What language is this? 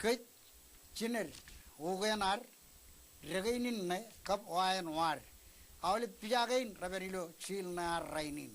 Marshallese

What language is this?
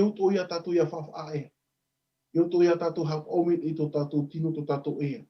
Tahitian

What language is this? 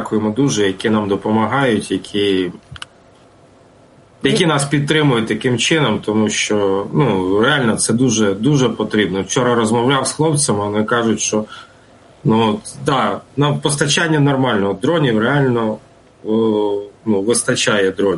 Ukrainian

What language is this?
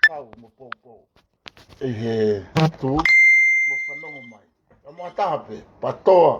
Tongan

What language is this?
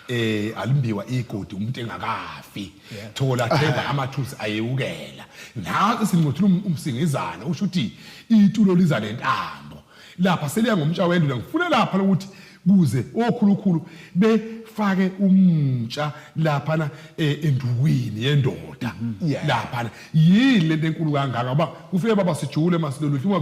Zulu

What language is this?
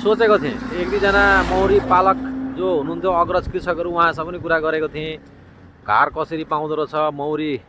Nepali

